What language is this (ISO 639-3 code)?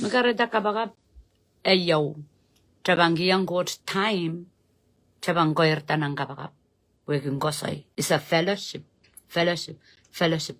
pon